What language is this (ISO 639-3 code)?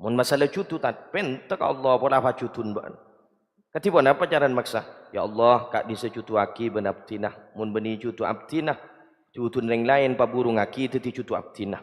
mad